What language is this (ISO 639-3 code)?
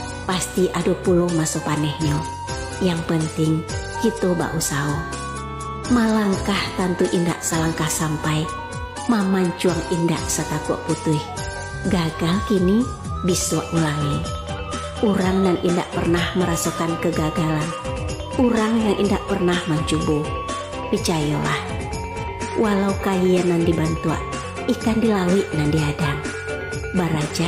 min